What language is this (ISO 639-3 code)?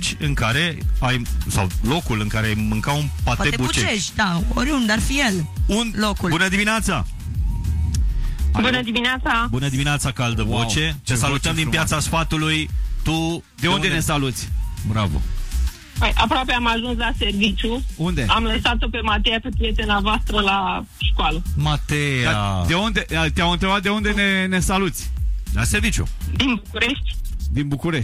ron